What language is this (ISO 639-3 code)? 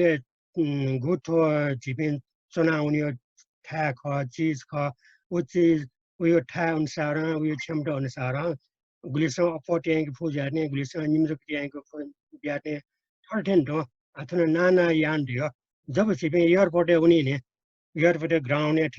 new